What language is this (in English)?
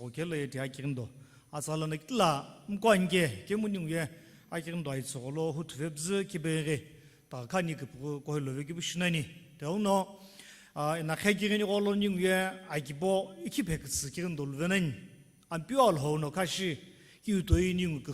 Sumi Naga